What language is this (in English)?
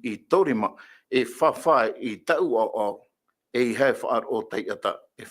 Tahitian